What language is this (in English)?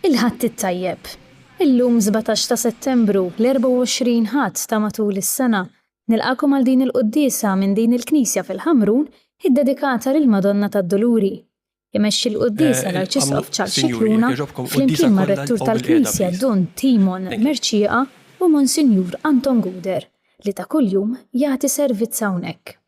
Maltese